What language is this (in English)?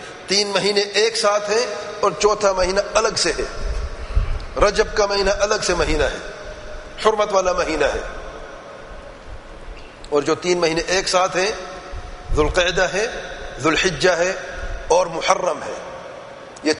Urdu